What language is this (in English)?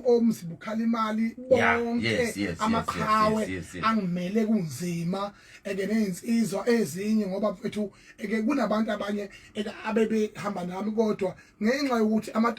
Zulu